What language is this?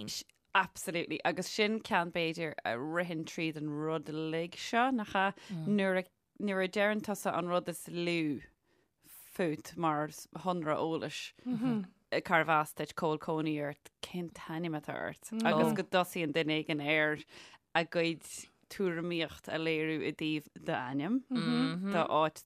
Irish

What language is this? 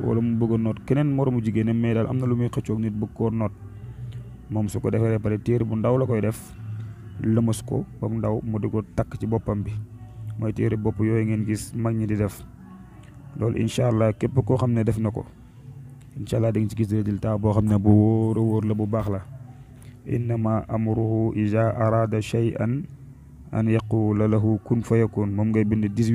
Wolof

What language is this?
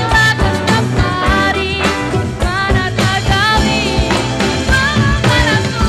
Banjar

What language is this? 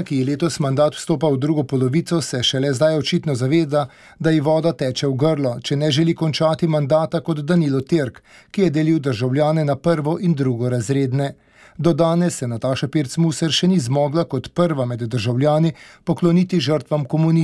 Slovenian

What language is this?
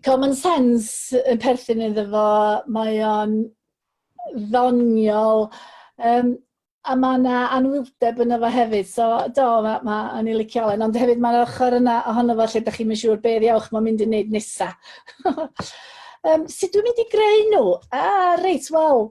Welsh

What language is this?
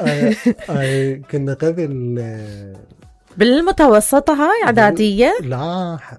Mesopotamian Arabic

